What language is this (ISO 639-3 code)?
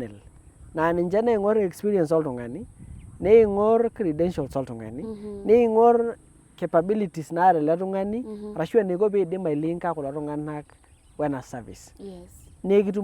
mas